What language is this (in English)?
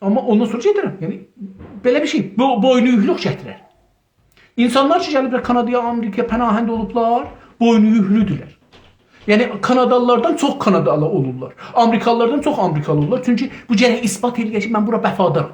South Azerbaijani